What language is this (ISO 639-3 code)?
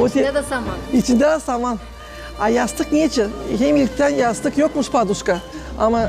gag